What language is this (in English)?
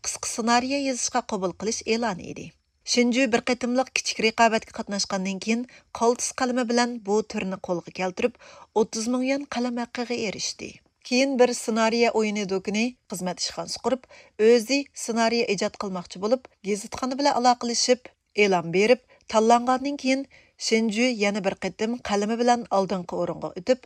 Uyghur